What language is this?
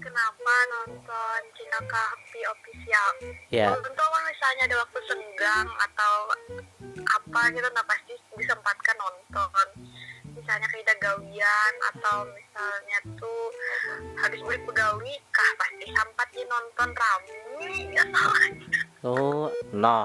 Banjar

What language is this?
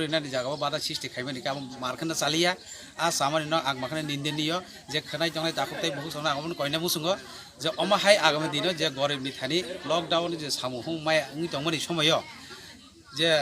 Kok Borok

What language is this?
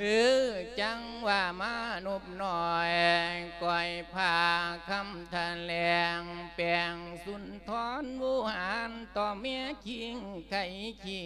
Lao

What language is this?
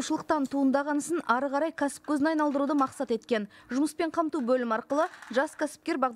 Kazakh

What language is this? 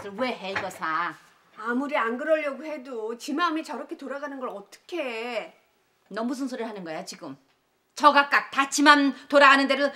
Korean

